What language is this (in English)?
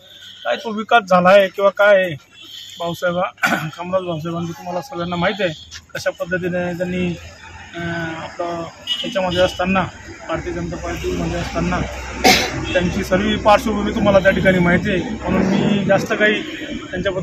Marathi